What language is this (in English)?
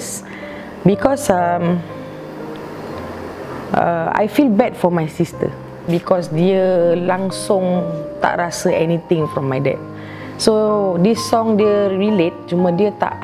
Malay